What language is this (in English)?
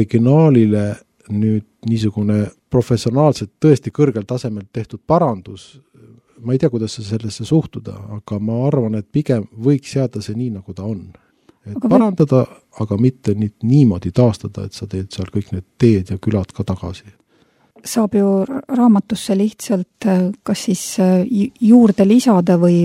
Estonian